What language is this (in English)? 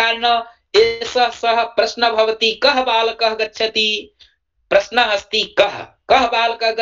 Sanskrit